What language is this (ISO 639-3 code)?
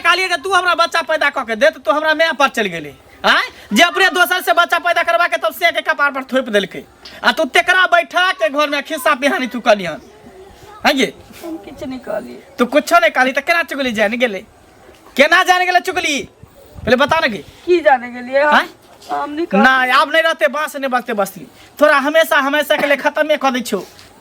mai